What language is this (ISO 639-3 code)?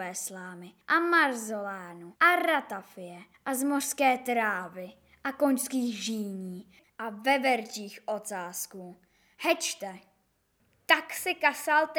ces